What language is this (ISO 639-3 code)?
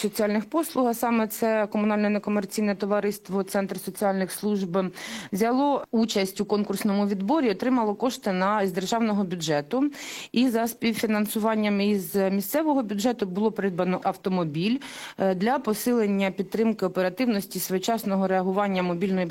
ukr